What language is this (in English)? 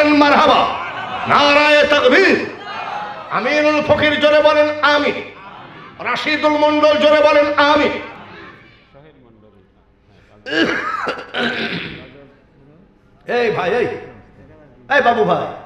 Bangla